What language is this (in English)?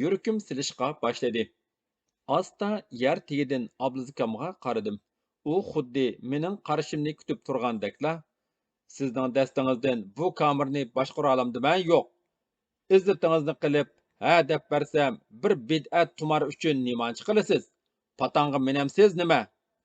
Uyghur